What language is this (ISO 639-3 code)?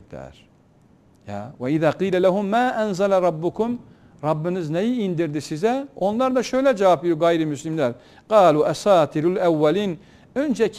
tur